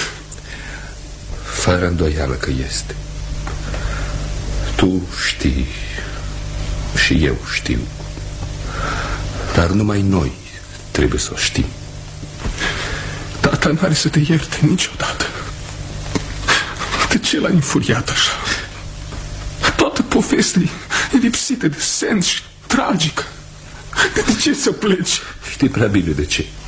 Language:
Romanian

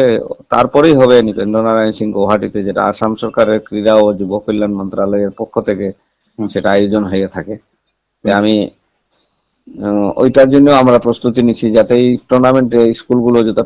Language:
Bangla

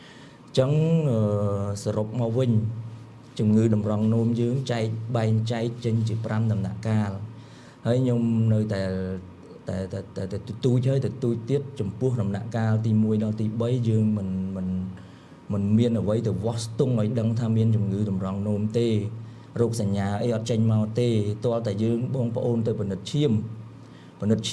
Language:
Khmer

